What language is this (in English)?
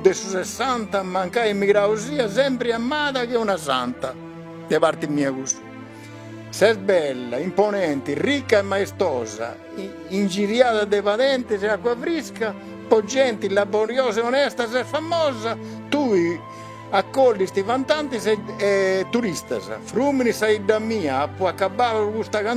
Sardinian